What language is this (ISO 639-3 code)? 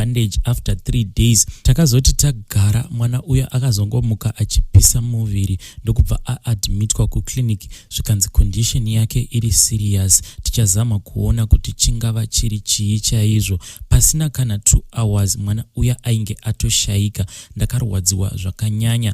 sna